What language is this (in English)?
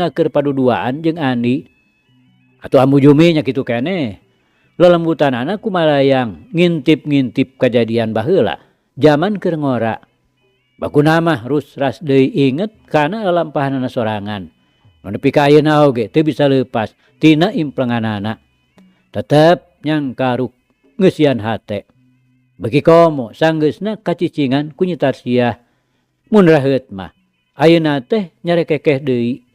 Sundanese